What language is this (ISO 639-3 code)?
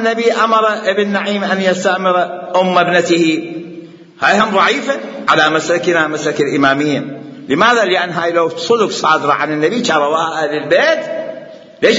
acm